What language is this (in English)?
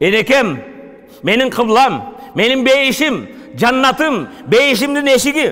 Kyrgyz